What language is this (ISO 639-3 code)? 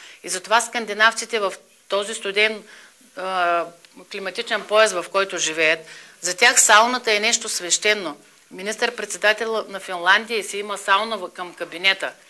bul